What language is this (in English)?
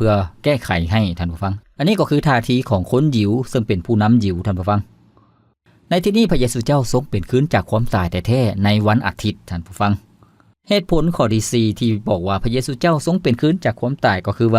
Lao